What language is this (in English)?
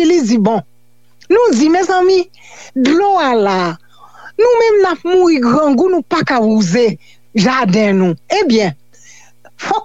Haitian Creole